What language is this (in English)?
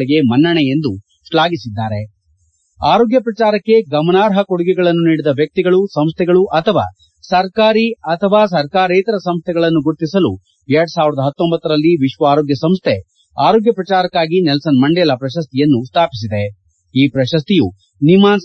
Kannada